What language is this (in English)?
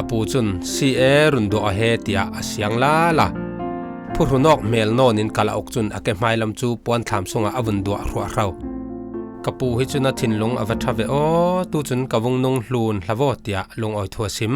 Falam Chin